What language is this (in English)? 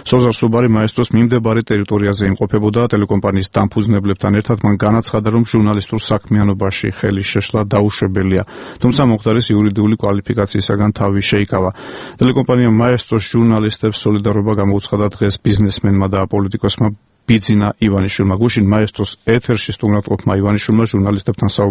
Georgian